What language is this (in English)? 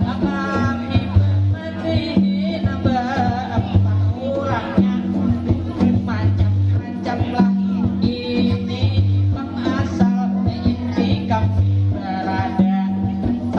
Banjar